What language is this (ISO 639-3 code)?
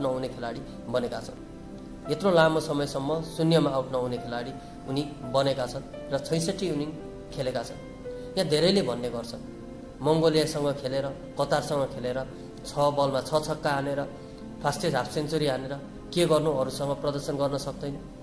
nep